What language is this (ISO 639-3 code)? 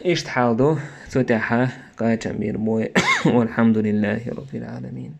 che